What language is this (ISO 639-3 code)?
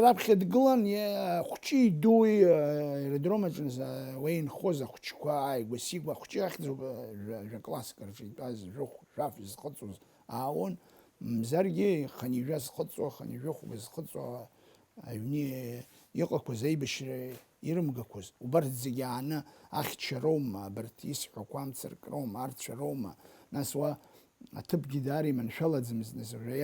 abk